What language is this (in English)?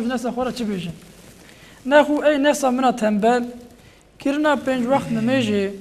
Kurdish